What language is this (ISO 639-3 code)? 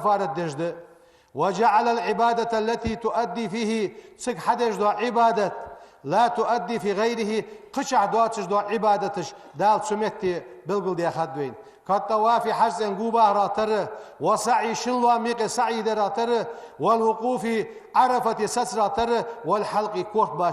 inh